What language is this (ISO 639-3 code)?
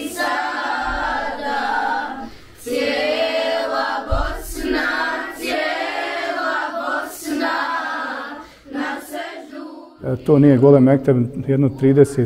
bos